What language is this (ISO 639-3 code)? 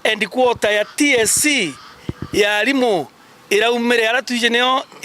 mer